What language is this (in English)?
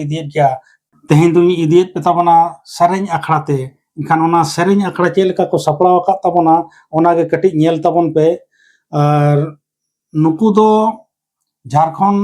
Santali